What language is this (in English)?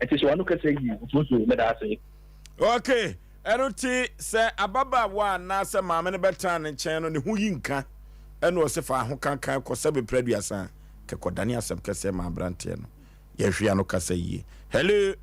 Akan